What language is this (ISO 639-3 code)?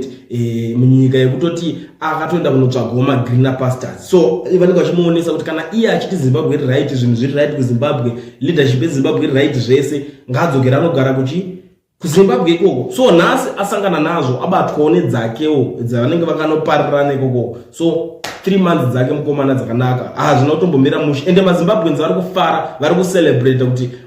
sna